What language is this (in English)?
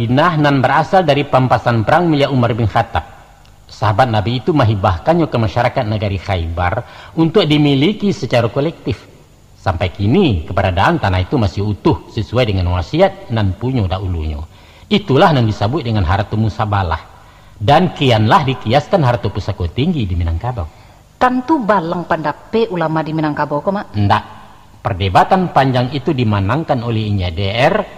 Minangkabau